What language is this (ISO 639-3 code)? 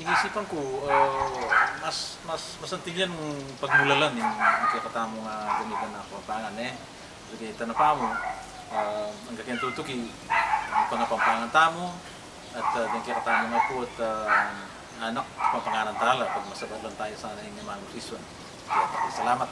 pam